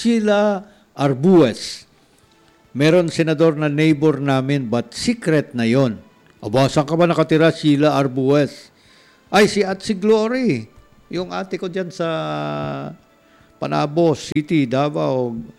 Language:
Filipino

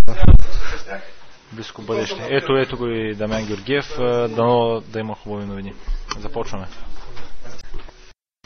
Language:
Bulgarian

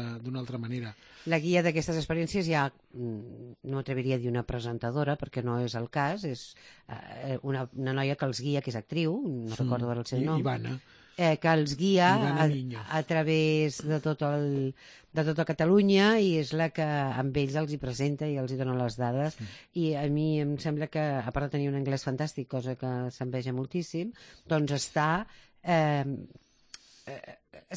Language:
Catalan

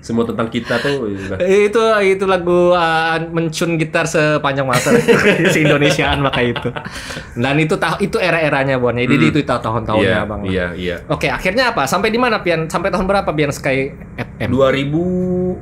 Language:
Banjar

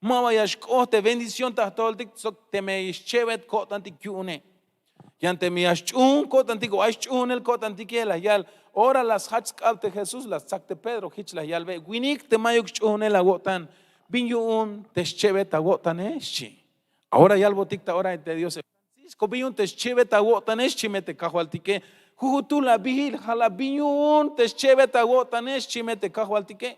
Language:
Tzeltal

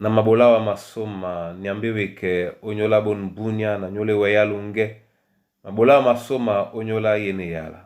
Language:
Duala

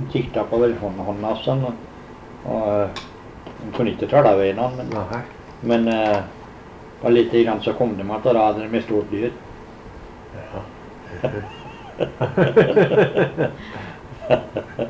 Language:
Norwegian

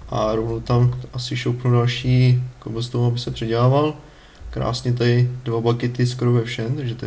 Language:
Czech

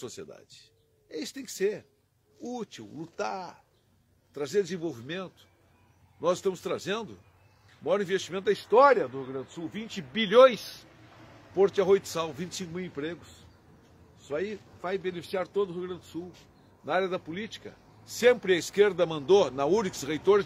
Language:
Portuguese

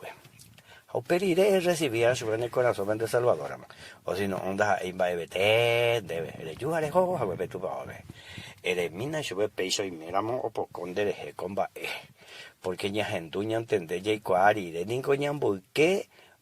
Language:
Guarani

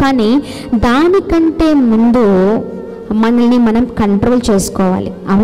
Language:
Telugu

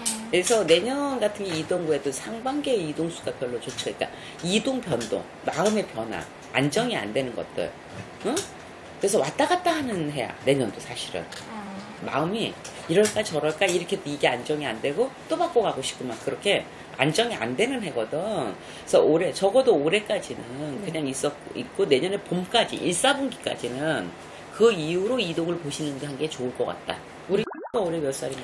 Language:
Korean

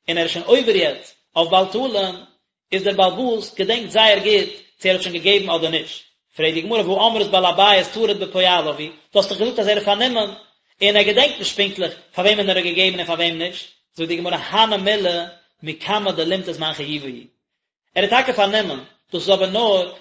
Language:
Yiddish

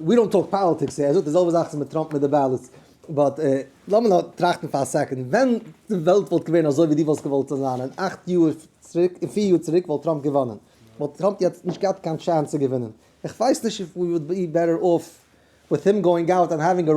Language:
Yiddish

